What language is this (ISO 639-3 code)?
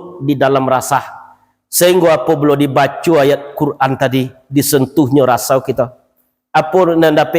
min